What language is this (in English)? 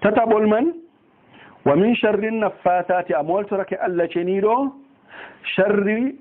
Fula